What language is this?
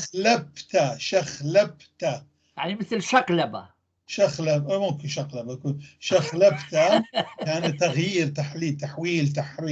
North Levantine Arabic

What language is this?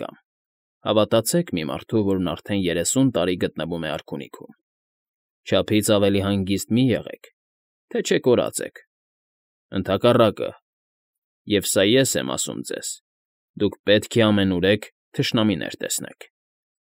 Armenian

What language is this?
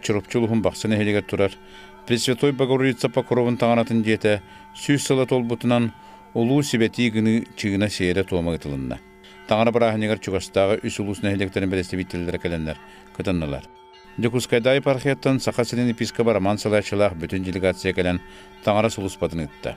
Yakut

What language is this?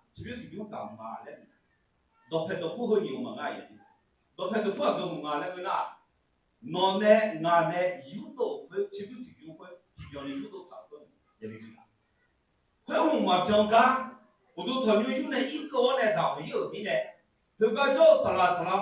Akha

